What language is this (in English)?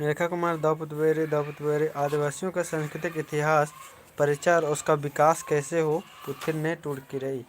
Kurukh